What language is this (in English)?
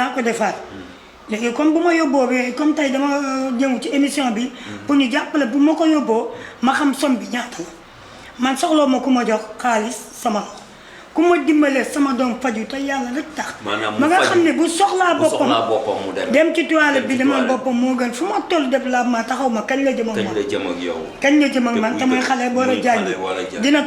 Wolof